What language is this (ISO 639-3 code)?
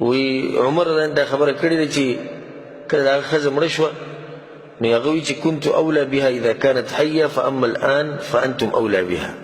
pus